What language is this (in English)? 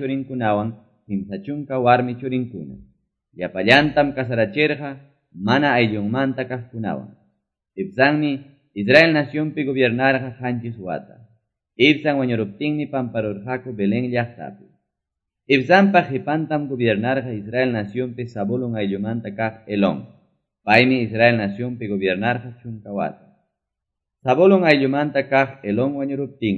Quechua